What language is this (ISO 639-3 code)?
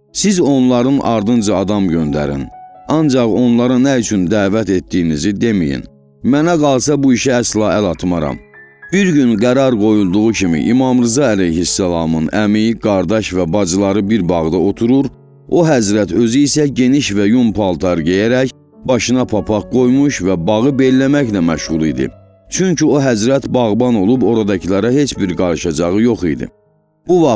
aze